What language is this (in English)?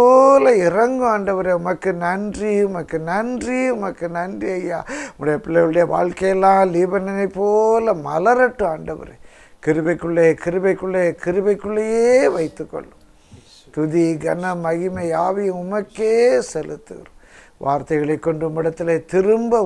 Tamil